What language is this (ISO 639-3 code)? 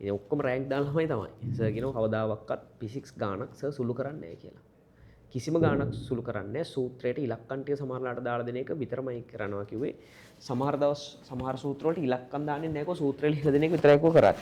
sin